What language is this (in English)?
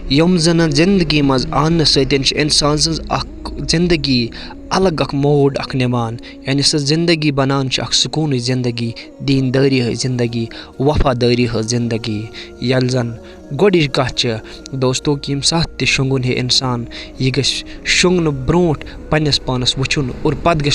Kashmiri